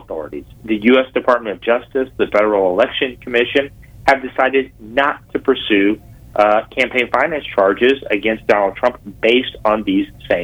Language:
English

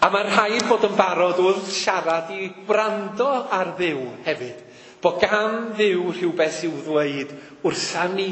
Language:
Welsh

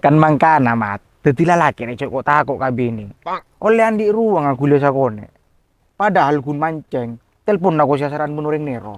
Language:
Madurese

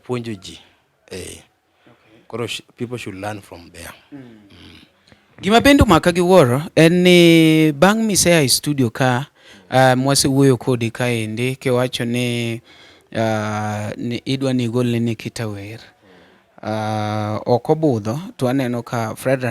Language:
Luo (Kenya and Tanzania)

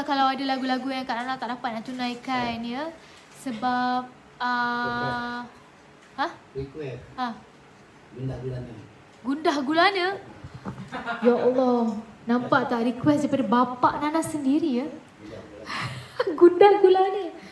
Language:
Malay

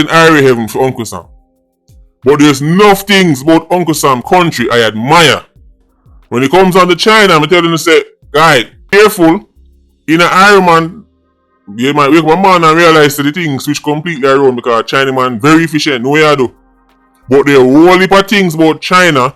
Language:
Jamaican Creole English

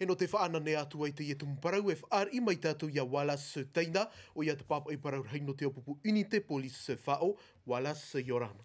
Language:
Tahitian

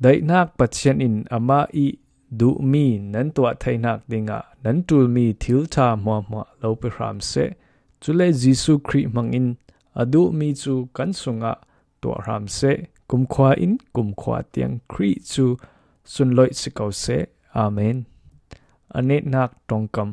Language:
Falam Chin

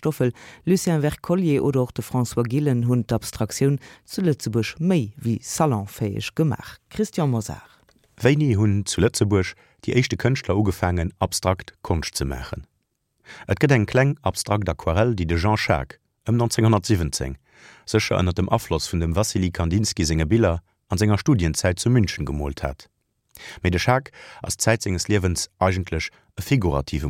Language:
Luxembourgish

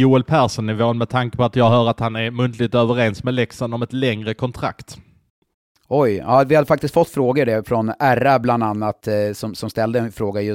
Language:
Swedish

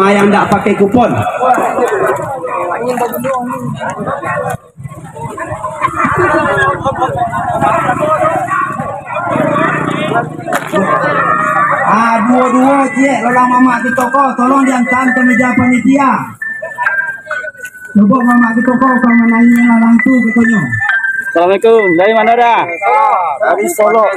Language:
Indonesian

